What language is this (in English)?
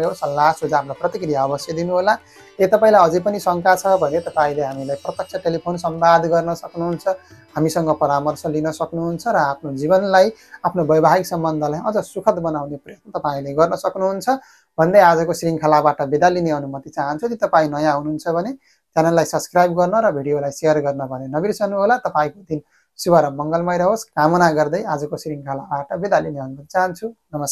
Nepali